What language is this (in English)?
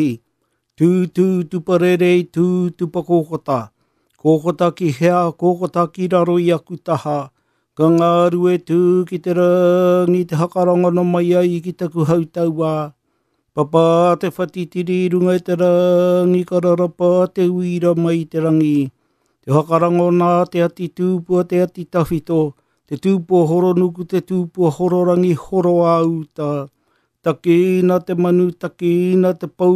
Māori